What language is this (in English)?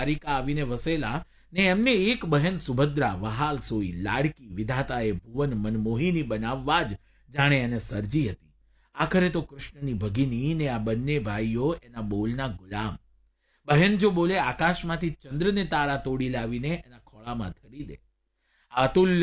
Gujarati